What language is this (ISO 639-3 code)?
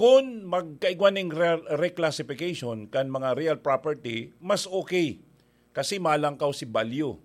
bik